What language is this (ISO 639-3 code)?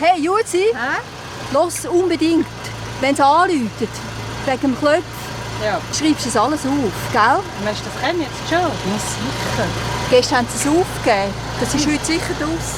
gsw